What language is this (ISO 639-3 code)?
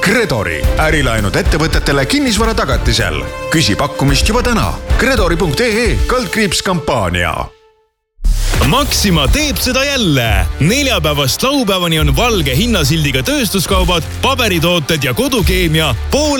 est